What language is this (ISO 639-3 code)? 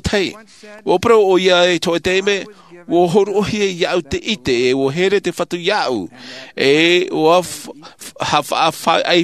tah